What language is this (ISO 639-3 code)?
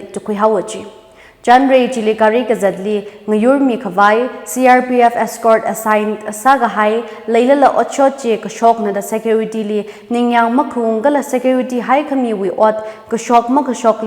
nmf